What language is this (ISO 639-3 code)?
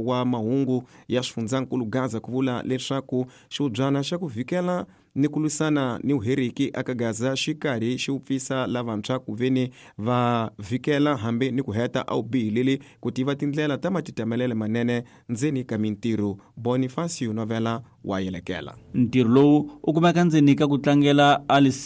tso